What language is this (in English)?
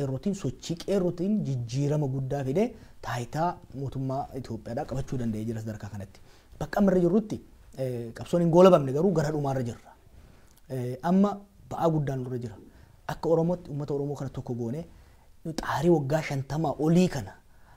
Oromo